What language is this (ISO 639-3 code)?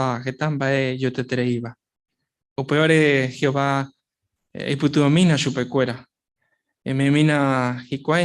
grn